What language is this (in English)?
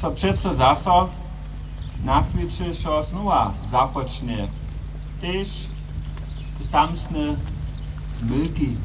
Upper Sorbian